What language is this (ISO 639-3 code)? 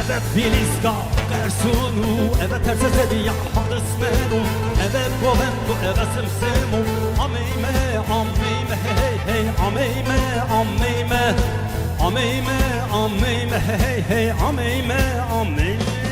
zza